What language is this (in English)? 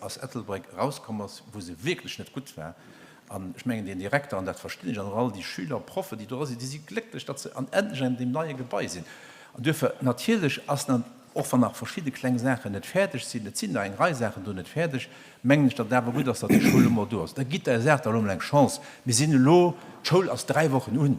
Luxembourgish